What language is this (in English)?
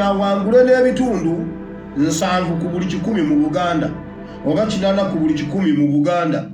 Ganda